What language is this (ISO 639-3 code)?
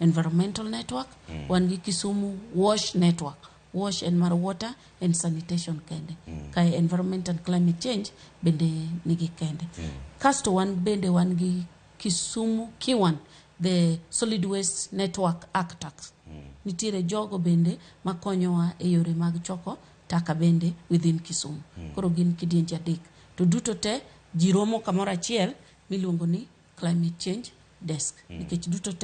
luo